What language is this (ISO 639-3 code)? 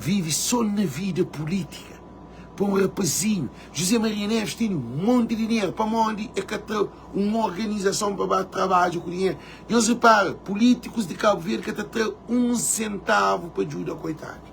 kea